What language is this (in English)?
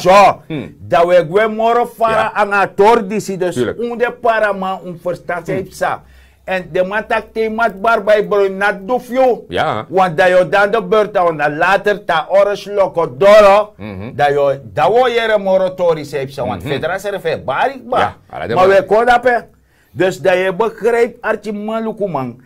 Sranan Tongo